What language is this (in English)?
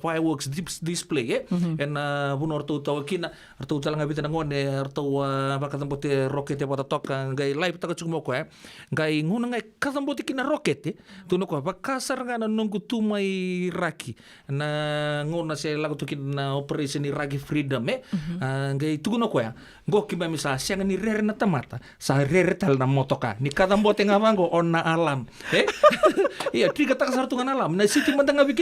Fijian